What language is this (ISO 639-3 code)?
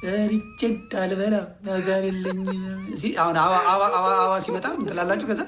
amh